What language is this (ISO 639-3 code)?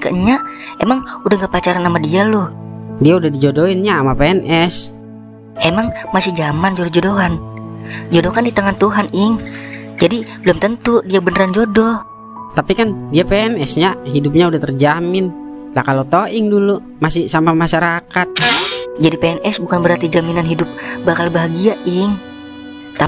bew